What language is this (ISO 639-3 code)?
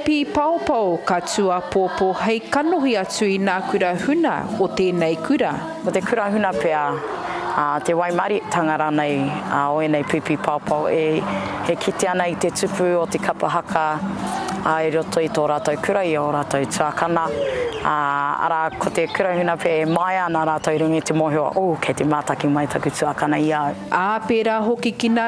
mri